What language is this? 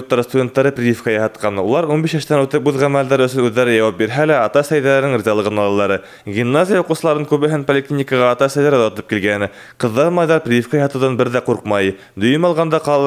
Bashkir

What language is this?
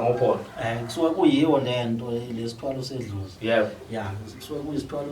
Zulu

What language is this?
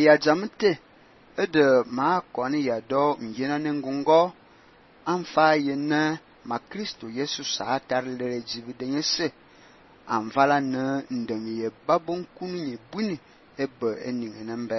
Fang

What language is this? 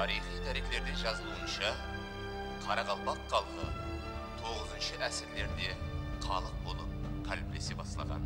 Kara-Kalpak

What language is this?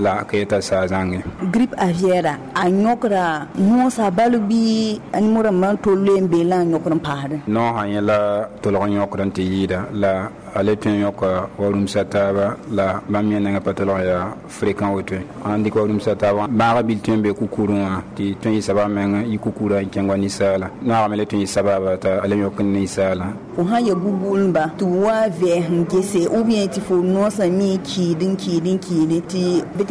Mossi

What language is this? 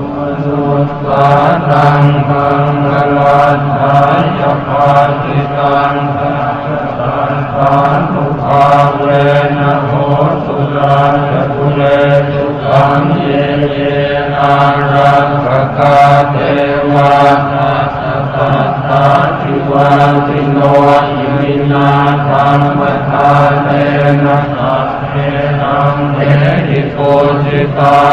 Pali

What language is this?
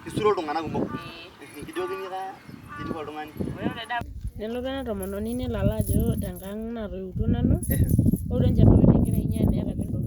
Masai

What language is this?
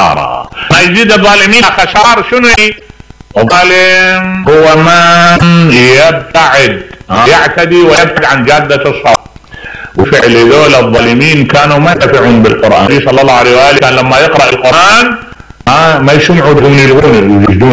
Mesopotamian Arabic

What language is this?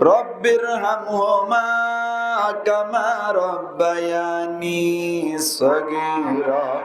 Rohingya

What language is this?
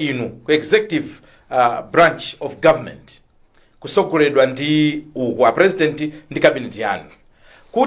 Nyanja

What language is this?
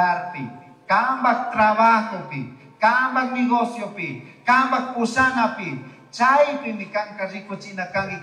Chimborazo Highland Quichua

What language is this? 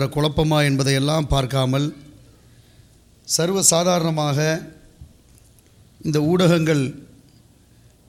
Tamil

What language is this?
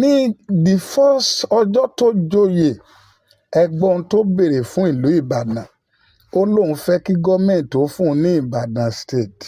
Yoruba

